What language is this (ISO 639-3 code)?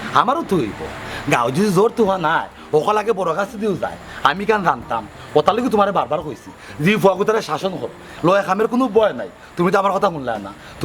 syl